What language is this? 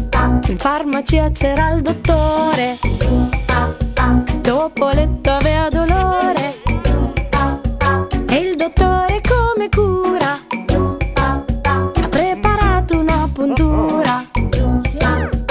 Italian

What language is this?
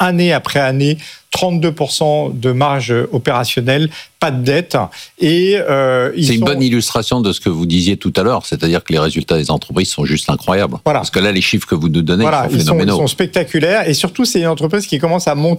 French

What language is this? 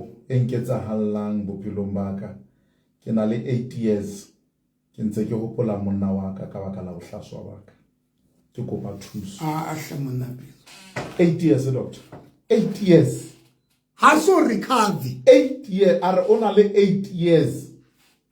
Southern Sotho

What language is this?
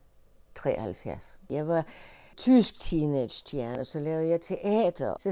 Danish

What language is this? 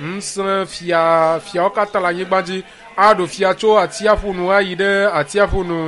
Ewe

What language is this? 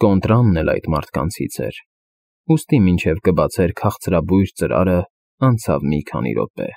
Armenian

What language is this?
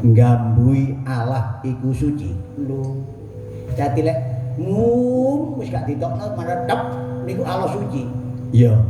Javanese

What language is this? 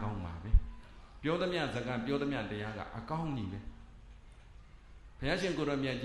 Burmese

